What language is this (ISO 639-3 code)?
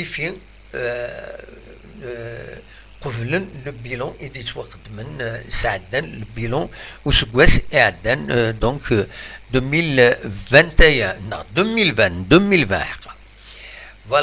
kab